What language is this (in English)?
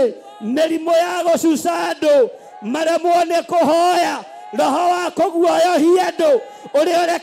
Kikuyu